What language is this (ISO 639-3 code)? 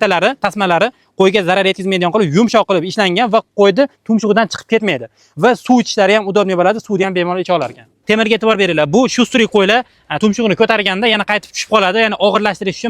uzb